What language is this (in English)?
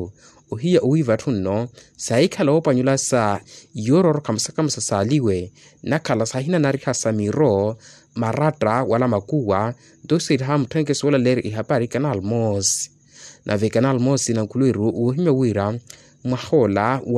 Makhuwa